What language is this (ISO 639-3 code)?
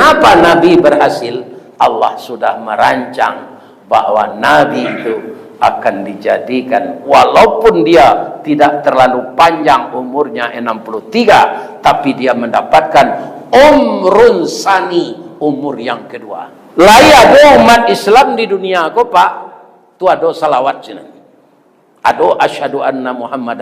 min